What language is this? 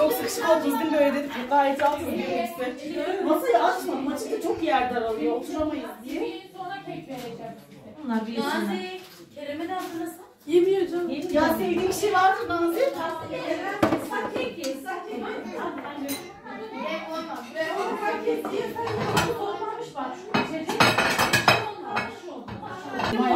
Turkish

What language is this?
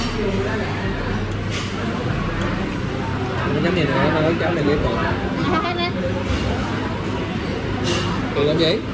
Vietnamese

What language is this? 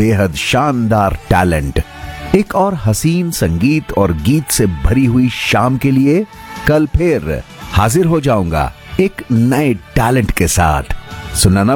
Hindi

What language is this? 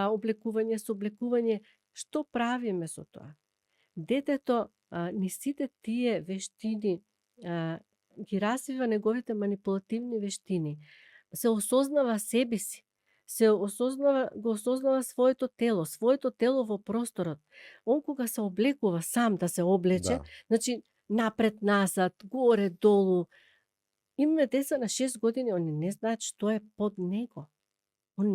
Macedonian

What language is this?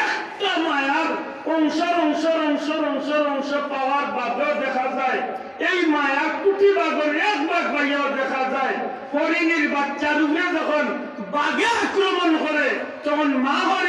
Sylheti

